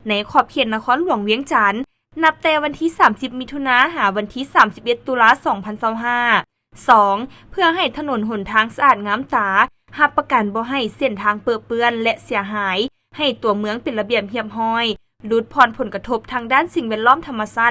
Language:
Lao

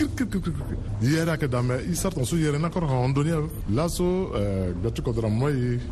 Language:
Sango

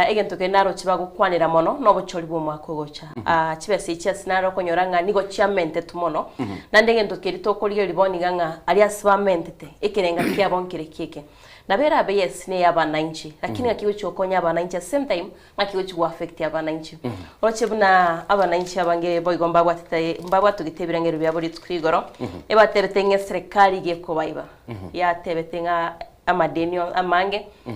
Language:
Gusii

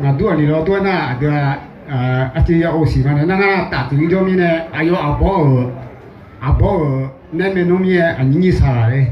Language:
Akha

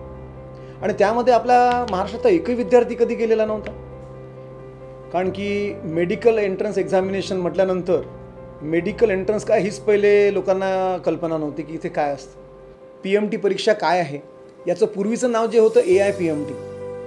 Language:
Marathi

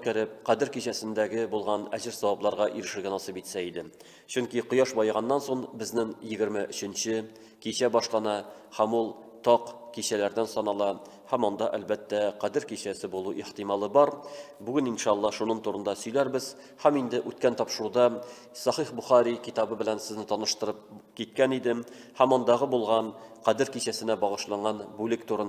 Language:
Tatar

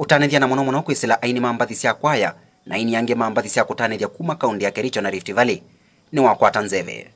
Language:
Kamba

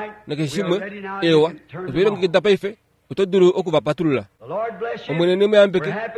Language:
Kuanyama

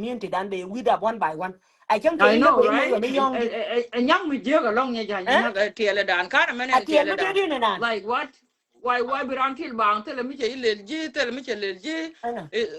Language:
Nuer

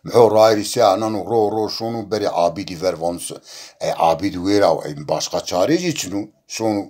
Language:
Zaza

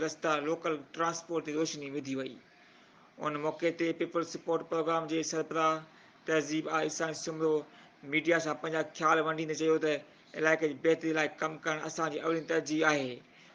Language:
Sindhi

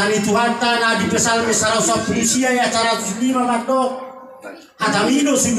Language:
Batak Toba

